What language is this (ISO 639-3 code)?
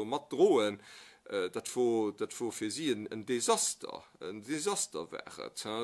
ltz